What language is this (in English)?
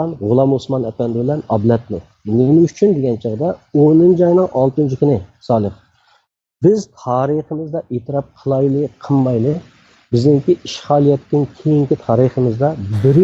Uyghur